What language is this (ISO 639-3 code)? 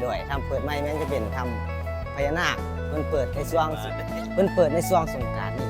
tts